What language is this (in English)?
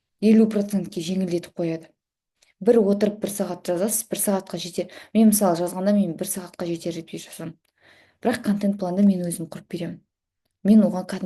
Kazakh